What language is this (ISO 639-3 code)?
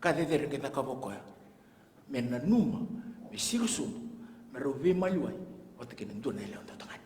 fij